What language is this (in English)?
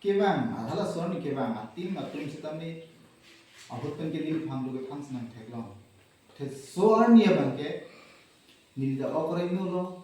Karbi